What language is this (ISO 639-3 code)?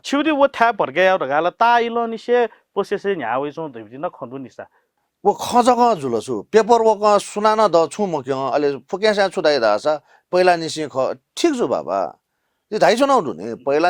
new